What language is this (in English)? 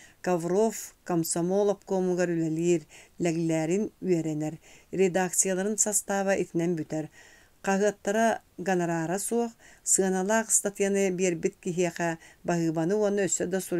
Yakut